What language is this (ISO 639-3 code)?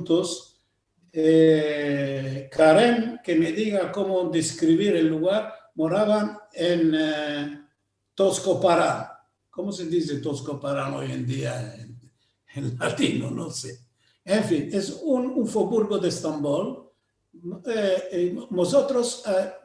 lad